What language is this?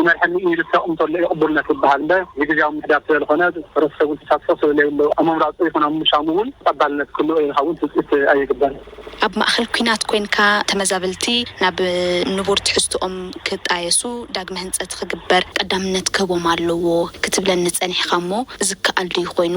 Tigrinya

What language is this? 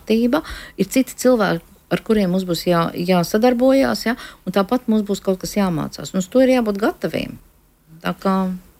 Latvian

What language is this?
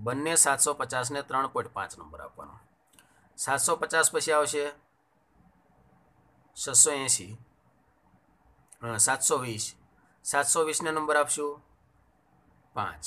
Gujarati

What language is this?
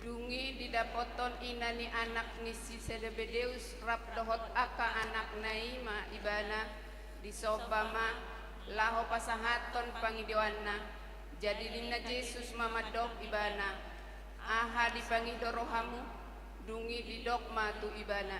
Batak Toba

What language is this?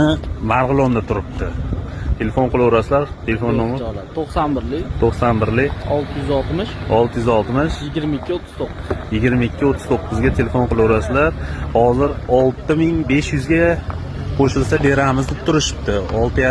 Uzbek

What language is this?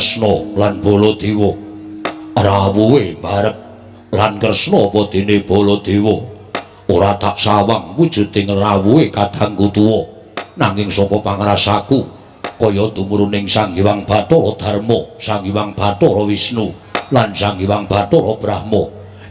Javanese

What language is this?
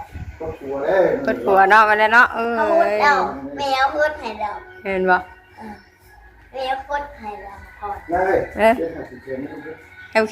Northeastern Thai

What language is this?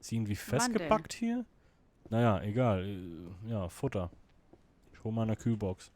Swiss German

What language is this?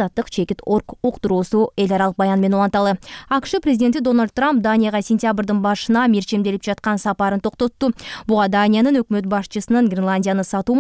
Kyrgyz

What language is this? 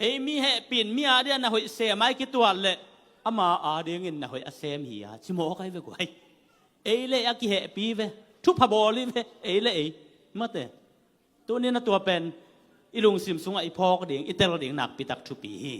Tedim Chin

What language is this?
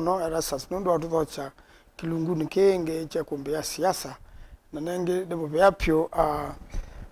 Kamba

